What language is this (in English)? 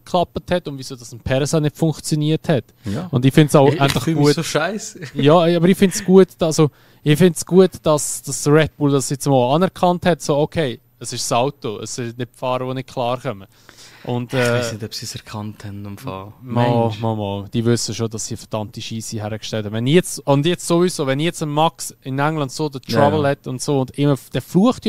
Swiss German